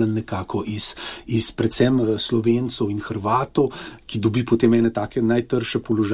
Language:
Slovenian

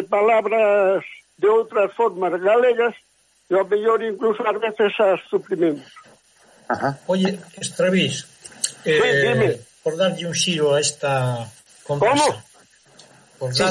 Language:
Galician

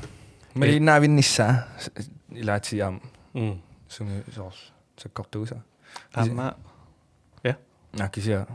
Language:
Kalaallisut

